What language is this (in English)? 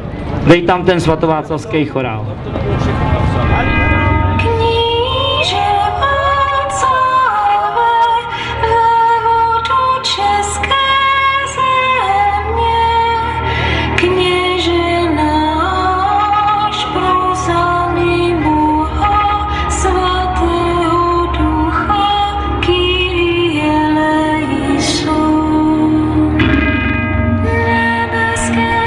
Czech